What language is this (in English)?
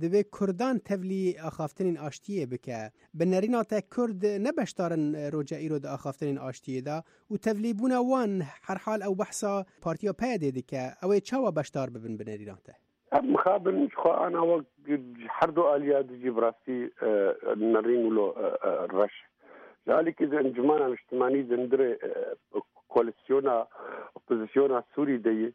Kurdish